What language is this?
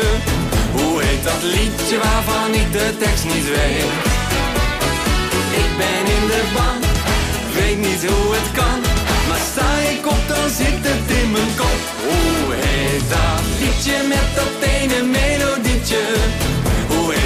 Dutch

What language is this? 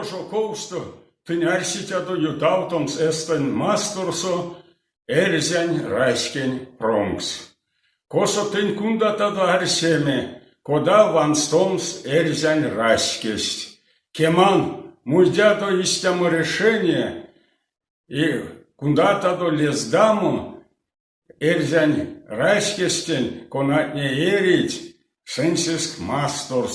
Erzya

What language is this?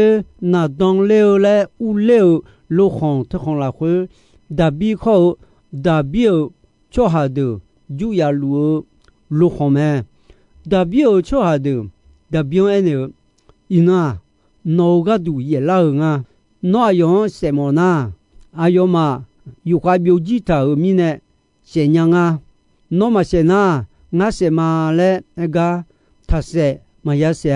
Akha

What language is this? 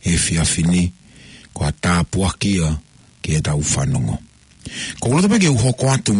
Tongan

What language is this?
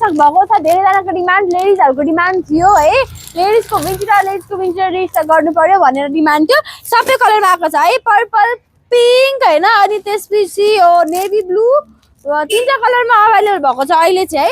Nepali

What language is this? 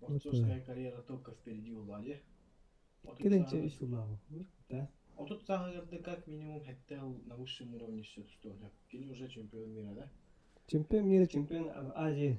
Yakut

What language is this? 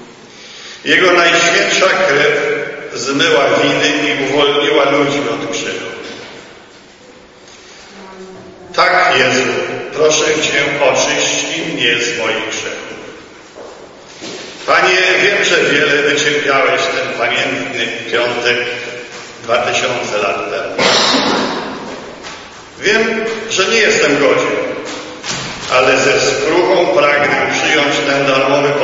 Polish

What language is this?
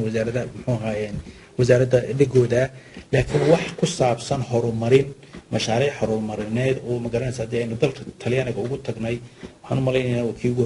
Somali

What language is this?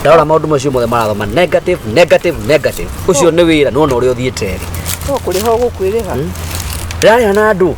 Kikuyu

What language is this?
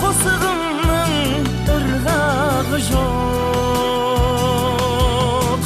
Kara-Kalpak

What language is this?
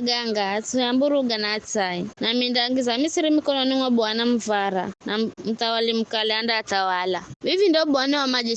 Giryama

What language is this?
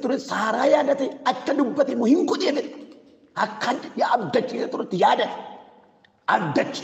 Oromo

